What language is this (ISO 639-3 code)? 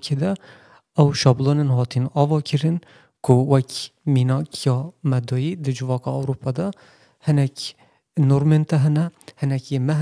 kur